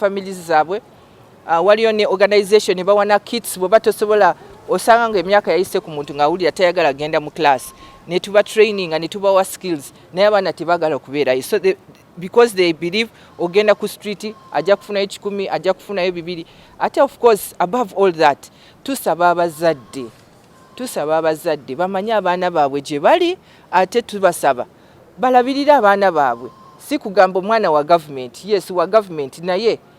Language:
Ganda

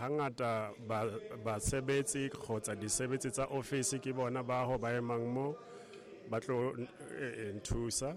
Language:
Tswana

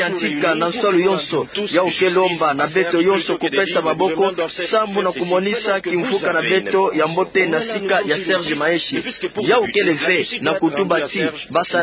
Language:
Kituba (Democratic Republic of Congo)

